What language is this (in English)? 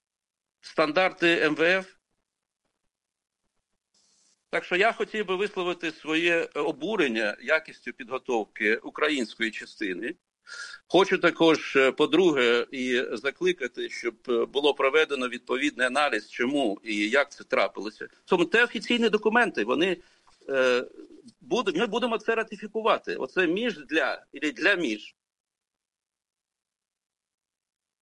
Ukrainian